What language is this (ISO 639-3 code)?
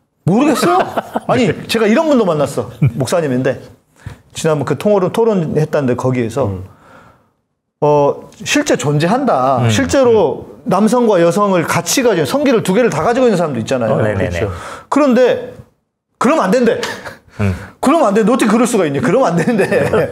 kor